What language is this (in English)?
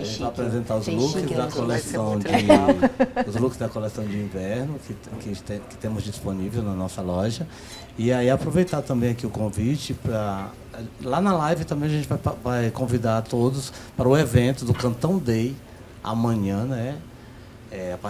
Portuguese